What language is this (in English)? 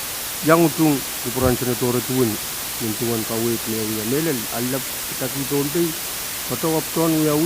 Pohnpeian